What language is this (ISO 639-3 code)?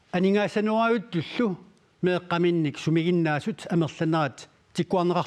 kal